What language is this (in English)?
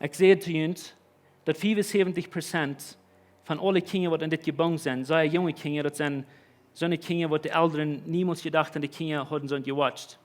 Plautdietsch